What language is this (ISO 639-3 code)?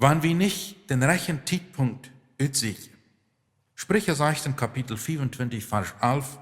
pdt